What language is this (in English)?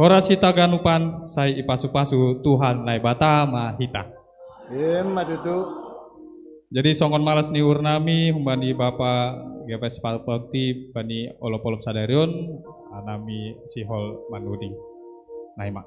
Batak Simalungun